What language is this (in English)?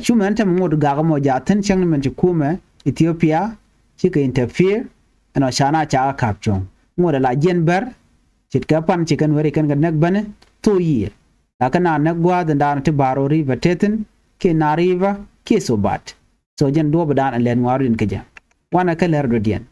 Nuer